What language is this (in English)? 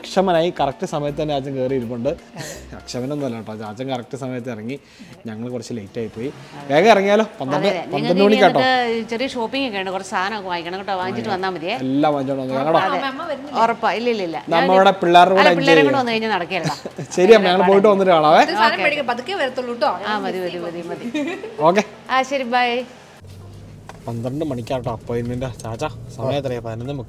Malayalam